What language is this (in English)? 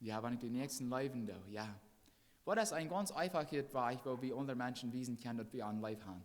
Plautdietsch